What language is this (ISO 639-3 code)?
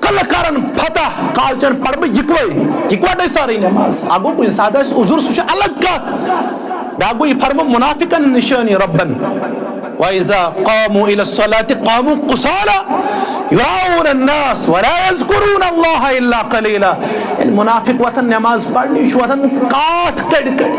kas